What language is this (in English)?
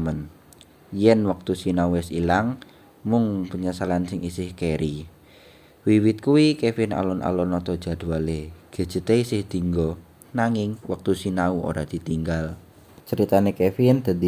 Javanese